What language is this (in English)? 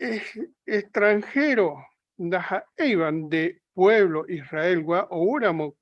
Guarani